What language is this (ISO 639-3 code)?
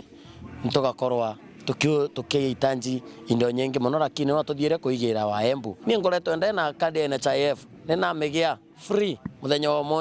mer